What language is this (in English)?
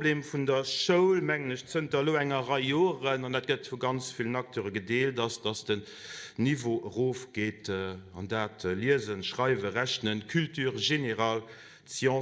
Luxembourgish